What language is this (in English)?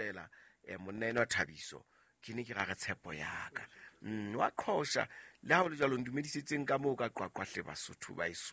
Southern Sotho